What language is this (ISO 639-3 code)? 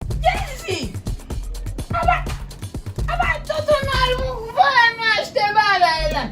hat